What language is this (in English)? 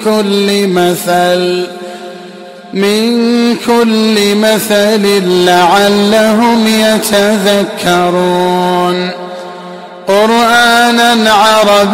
Arabic